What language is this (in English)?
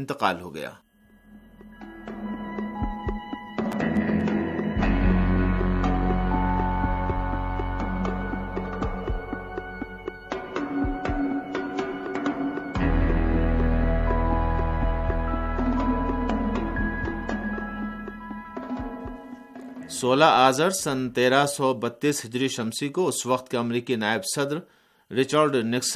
Urdu